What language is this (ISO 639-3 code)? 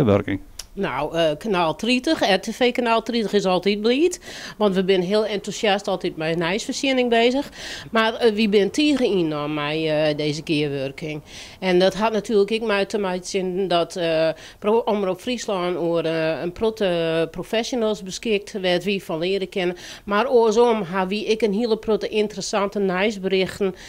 fry